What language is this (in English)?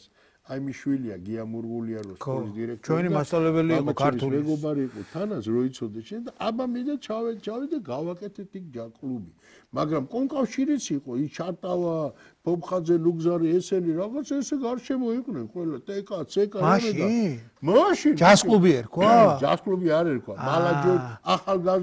Georgian